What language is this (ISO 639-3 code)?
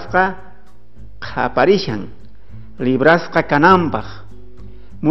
quh